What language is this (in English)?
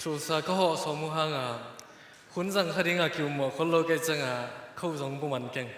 Tedim Chin